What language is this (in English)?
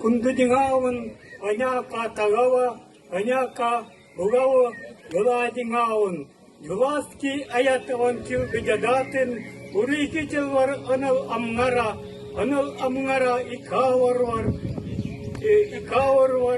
Even